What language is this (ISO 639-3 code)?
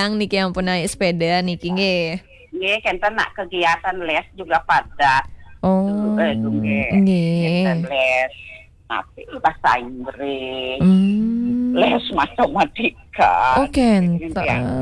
ban